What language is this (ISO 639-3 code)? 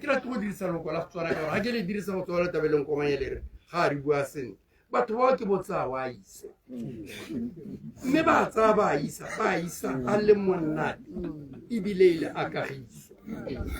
tsn